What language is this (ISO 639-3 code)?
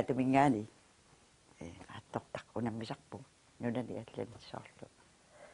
kal